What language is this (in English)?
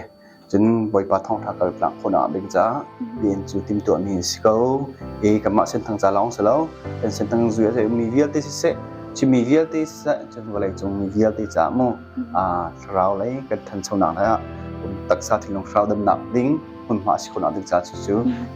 Hakha Chin